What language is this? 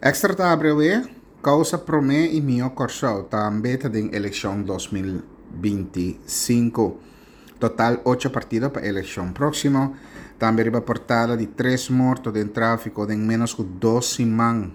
Papiamento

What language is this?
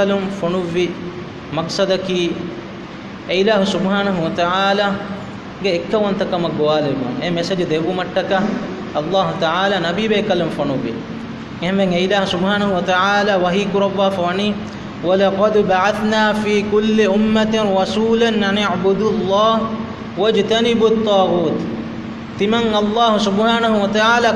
Divehi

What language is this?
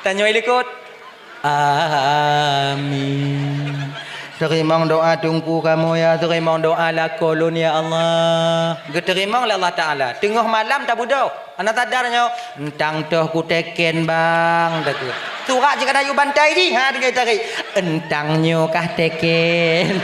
Achinese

